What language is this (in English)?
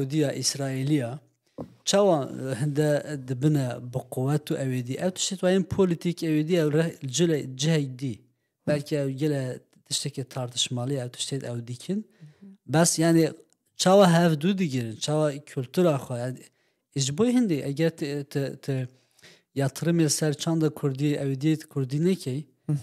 Kurdish